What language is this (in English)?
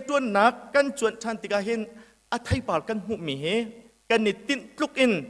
Hakha Chin